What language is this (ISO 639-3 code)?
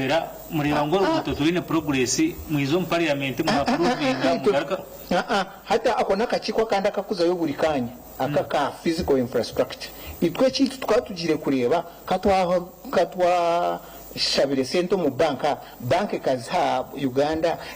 nyn